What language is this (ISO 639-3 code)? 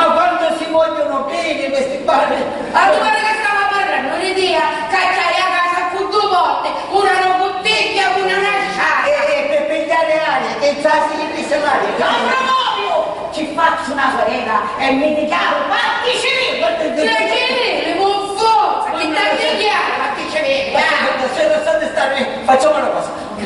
scn